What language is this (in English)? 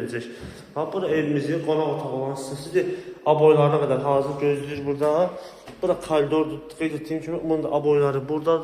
Azerbaijani